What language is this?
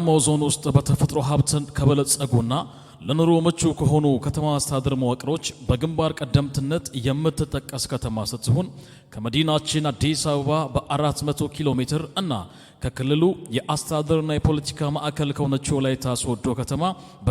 Amharic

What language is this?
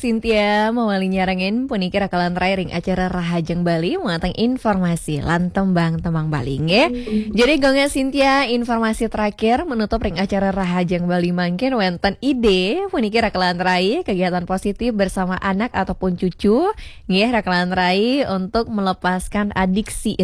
Balinese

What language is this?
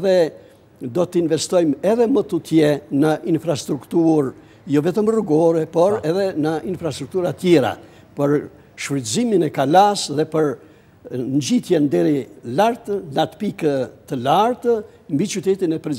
Albanian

